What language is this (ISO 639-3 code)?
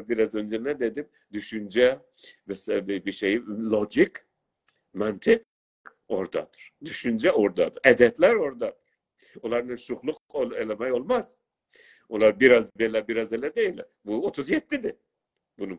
azb